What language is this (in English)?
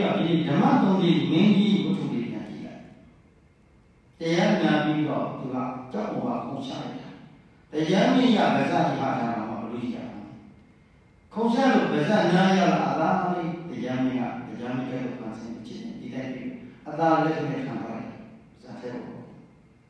Burmese